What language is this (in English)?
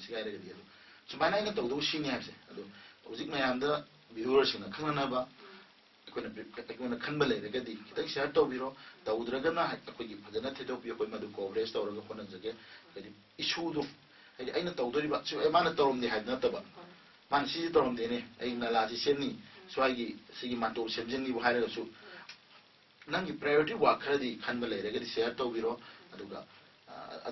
Manipuri